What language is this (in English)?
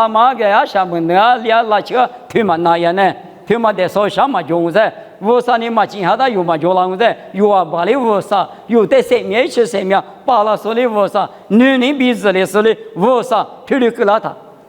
Lisu